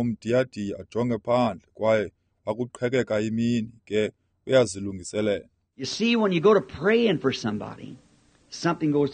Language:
Xhosa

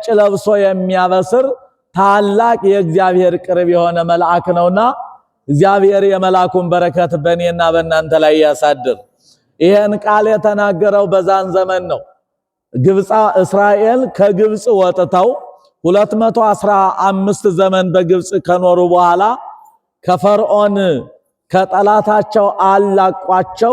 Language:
Amharic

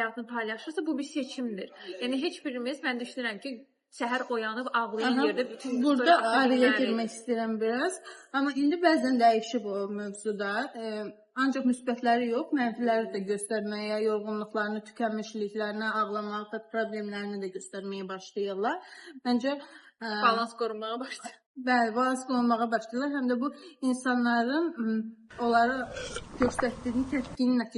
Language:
Azerbaijani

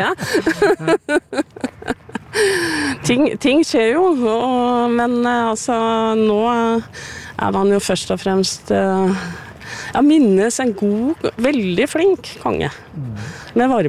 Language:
Norwegian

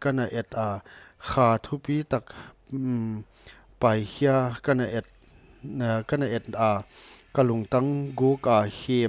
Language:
Paite Chin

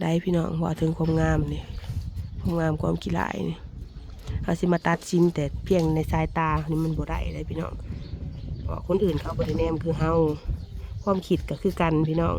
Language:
Northeastern Thai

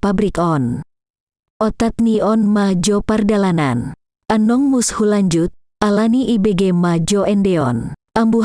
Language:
Batak Toba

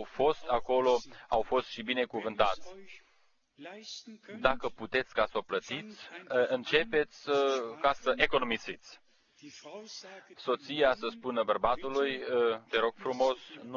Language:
Romanian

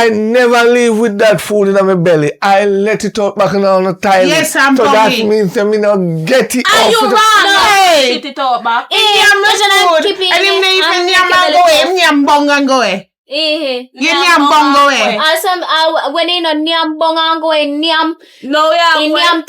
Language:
Jamaican Creole English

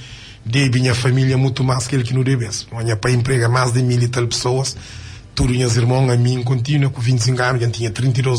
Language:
Kabuverdianu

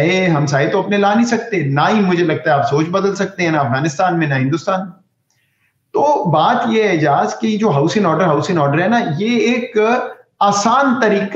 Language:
Urdu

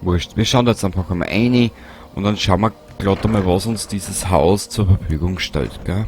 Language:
Bavarian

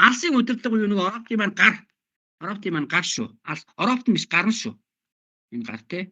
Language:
Mongolian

